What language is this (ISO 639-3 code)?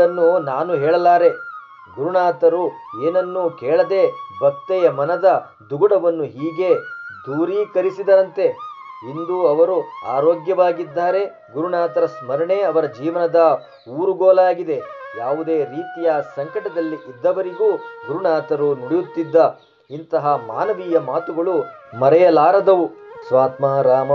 kan